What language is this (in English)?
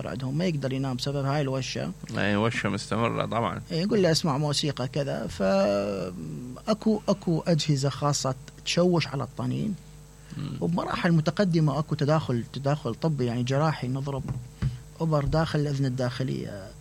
Mesopotamian Arabic